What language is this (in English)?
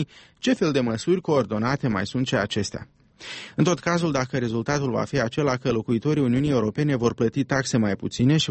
Romanian